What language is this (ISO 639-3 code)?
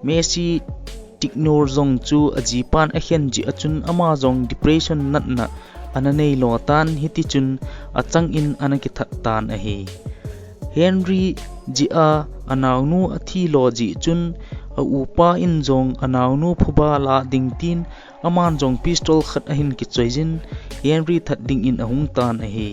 tcz